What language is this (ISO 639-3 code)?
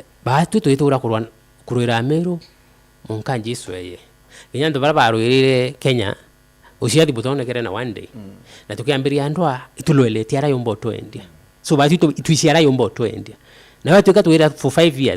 mer